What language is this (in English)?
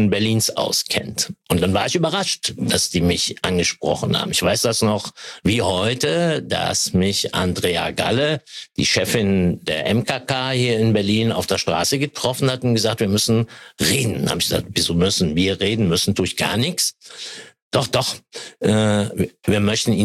German